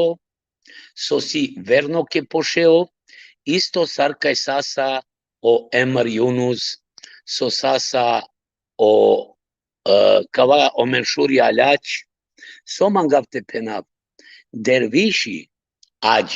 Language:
Balkan Romani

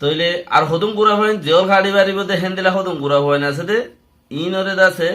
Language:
Rohingya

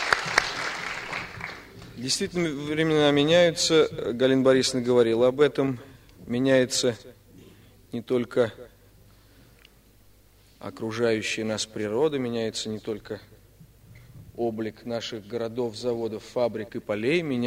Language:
Russian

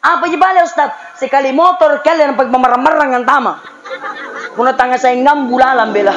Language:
Makasar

